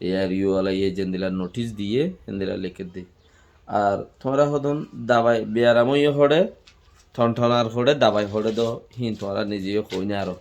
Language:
Rohingya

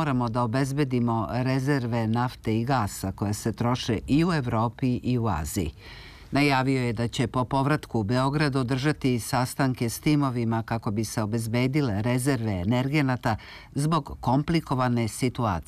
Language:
Serbian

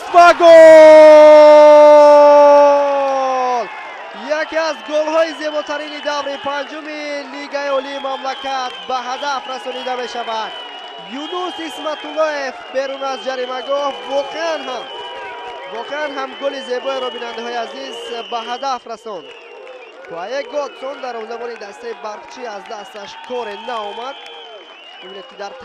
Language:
Tajik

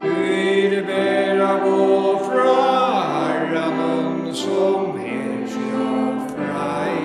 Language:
Faroese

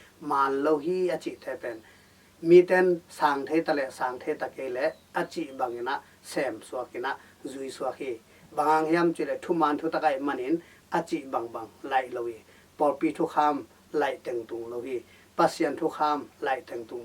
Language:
Tedim Chin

